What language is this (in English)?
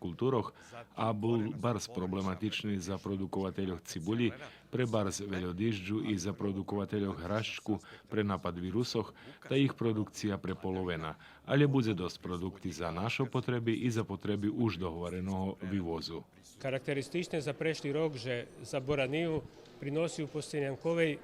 Rusyn